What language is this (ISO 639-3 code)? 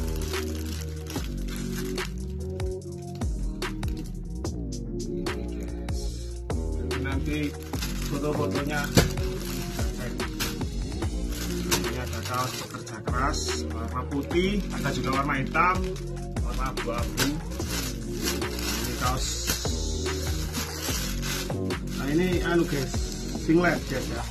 ind